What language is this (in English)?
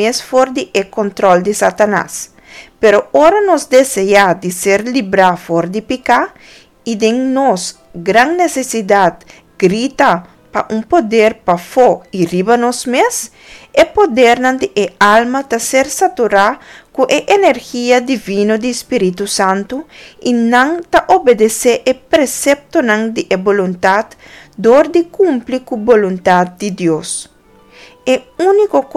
Papiamento